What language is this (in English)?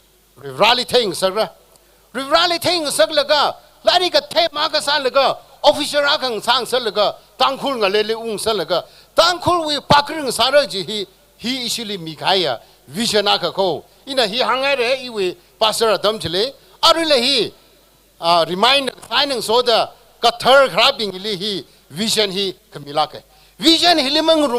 Tangkhul Naga (India)